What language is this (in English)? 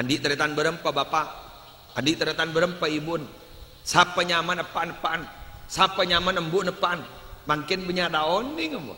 Madurese